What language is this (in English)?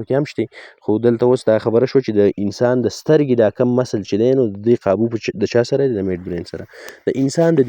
Pashto